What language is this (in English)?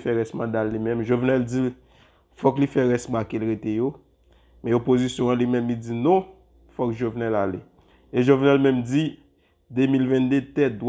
Haitian Creole